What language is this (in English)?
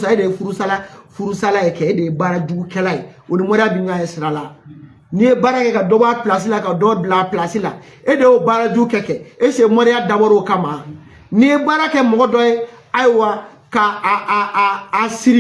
Bambara